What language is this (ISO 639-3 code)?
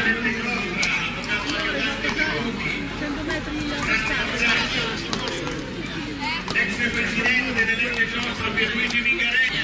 ita